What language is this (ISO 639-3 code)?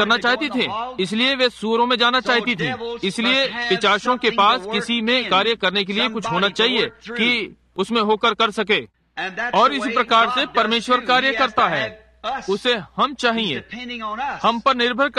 hin